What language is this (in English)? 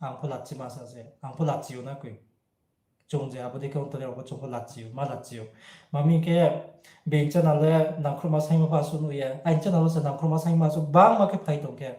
Riang (India)